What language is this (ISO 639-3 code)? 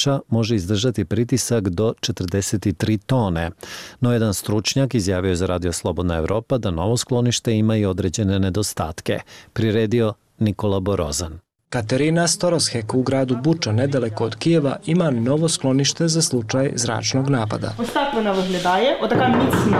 bos